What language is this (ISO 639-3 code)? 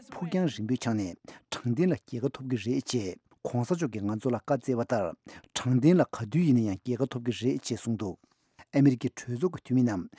bod